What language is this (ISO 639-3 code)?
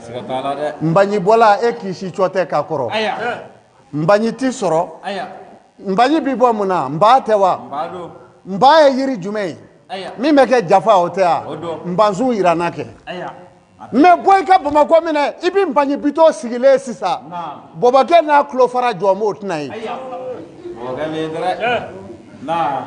bam